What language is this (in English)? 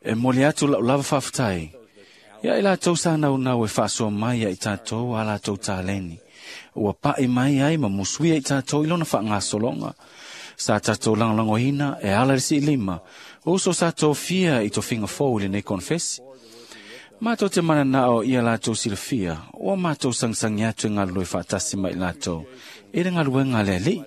Samoan